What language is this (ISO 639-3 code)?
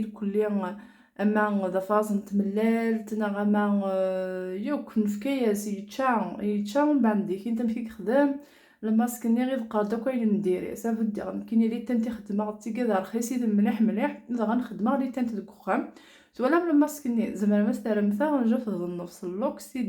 kab